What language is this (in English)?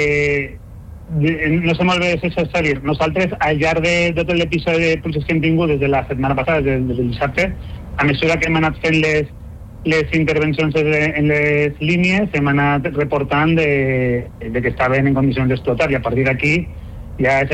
Catalan